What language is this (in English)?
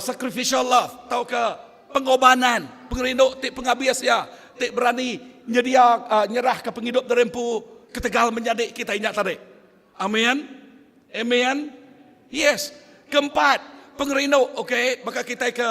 Iban